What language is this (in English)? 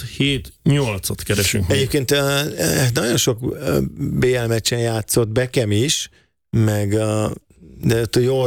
Hungarian